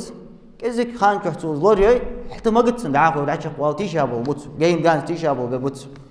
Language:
Ingush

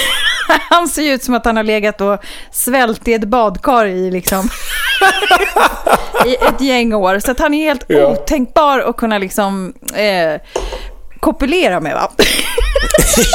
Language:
Swedish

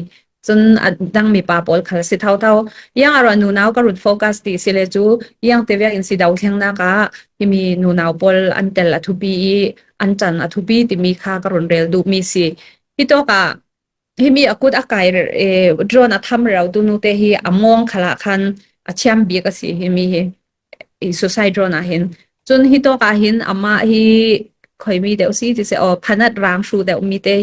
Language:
Falam Chin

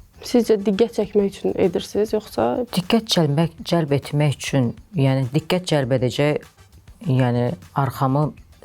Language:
Azerbaijani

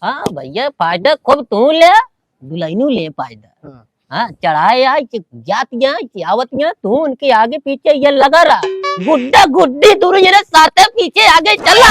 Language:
Awadhi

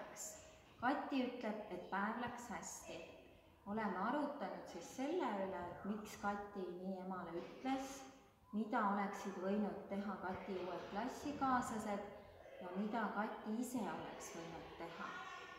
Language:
Estonian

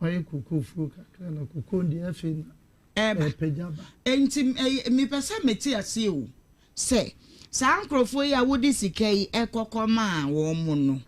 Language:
Akan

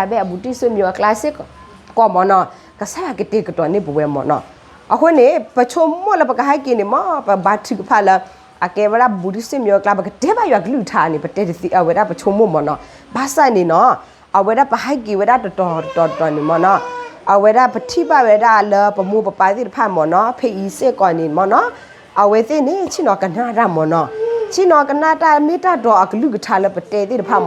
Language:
S'gaw Karen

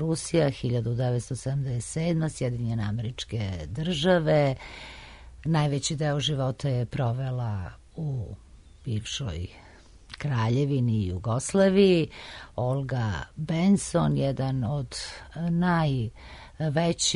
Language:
Serbian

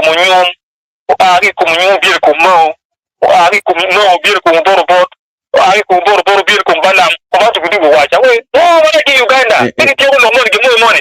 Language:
Acoli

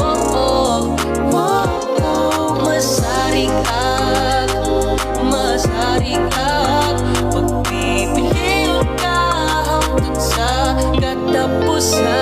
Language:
Waray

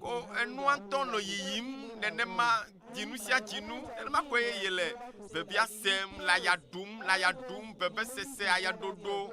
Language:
Ewe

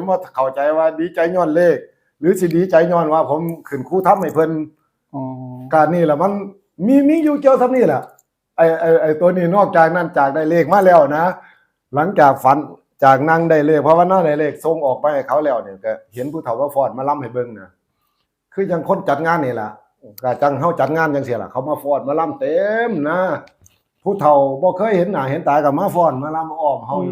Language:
Northeastern Thai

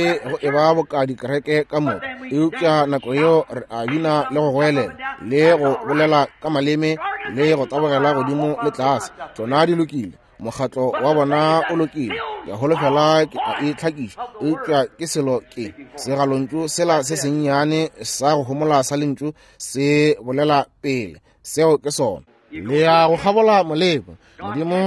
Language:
Northern Sotho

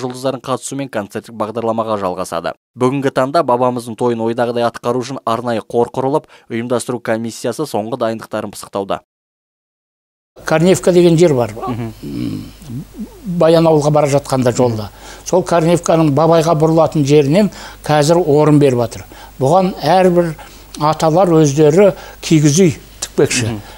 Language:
Kazakh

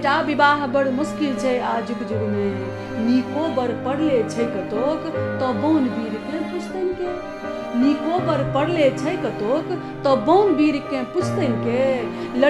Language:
Maithili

